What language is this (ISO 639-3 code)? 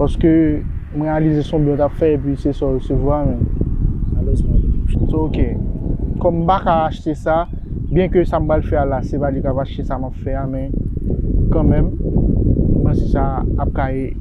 hat